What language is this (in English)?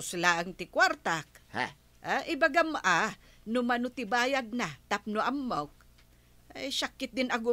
Iloko